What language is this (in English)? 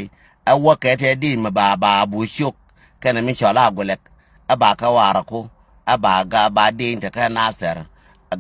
Nuer